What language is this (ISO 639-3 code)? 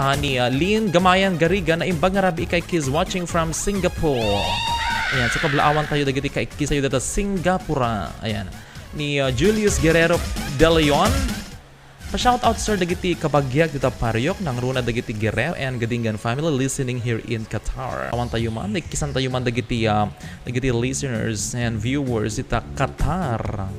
ilo